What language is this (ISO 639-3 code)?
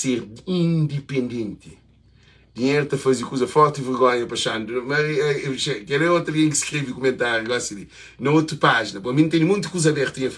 kea